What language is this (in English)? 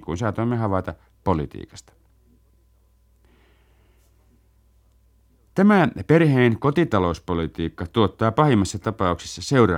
Finnish